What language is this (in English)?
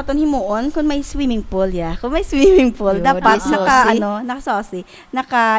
Hiligaynon